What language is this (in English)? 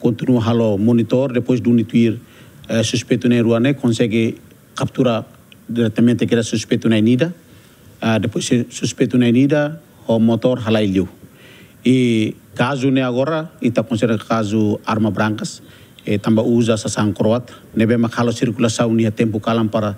Tetum